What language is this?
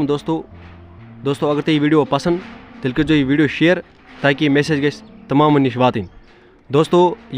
Kashmiri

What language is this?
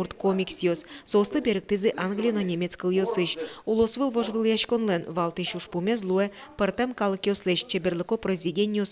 Udmurt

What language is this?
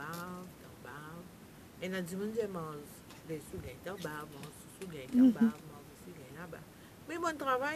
Morisyen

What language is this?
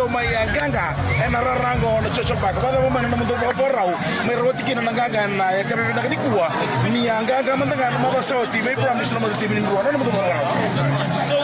Fijian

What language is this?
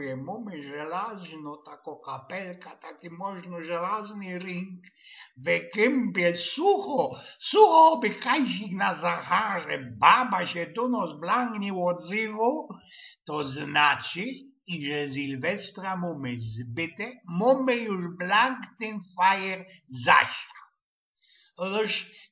Silesian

